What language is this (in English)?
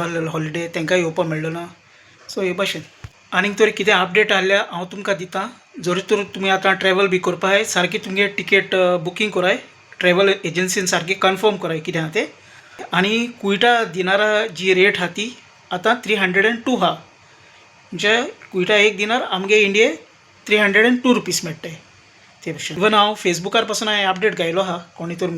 Konkani